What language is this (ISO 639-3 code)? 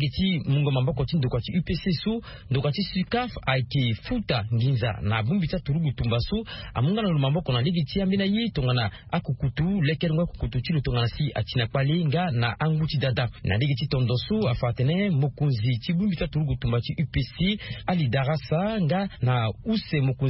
sag